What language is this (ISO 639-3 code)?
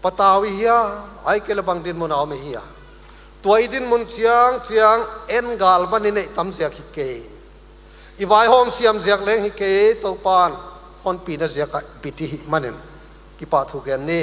pck